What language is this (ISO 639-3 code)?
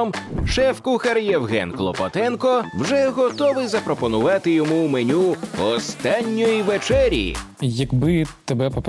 ukr